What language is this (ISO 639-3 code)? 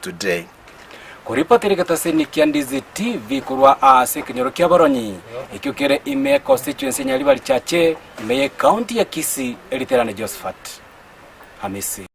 guz